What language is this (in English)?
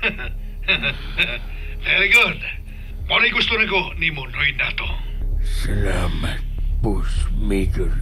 Cebuano